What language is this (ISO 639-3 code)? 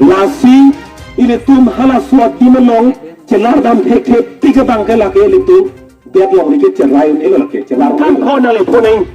mjw